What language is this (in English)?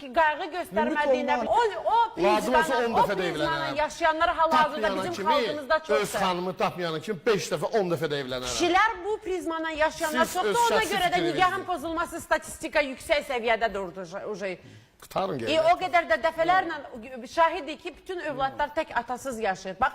Azerbaijani